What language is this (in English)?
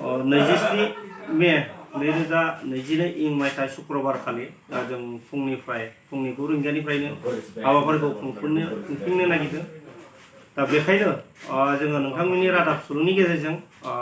Bodo